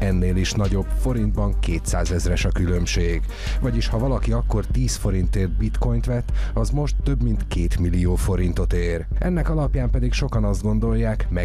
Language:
Hungarian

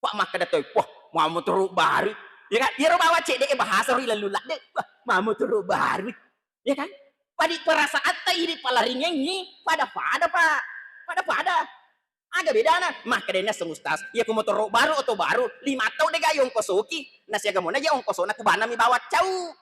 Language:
Buginese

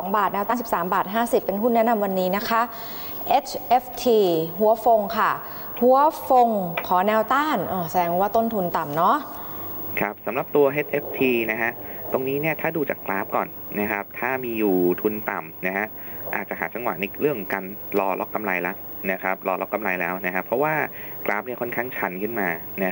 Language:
Thai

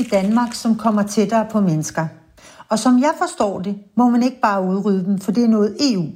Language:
Danish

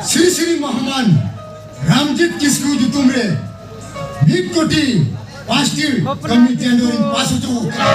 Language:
Santali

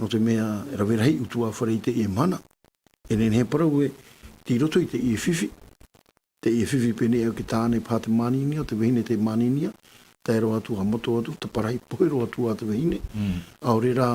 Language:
Tahitian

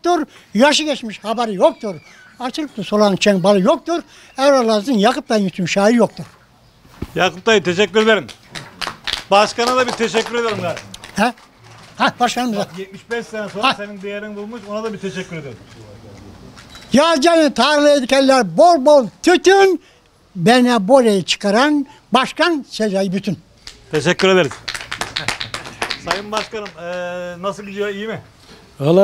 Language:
Turkish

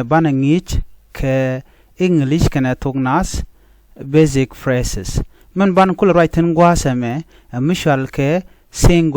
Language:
Nuer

